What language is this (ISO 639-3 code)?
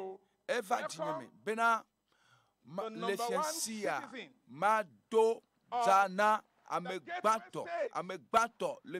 ewe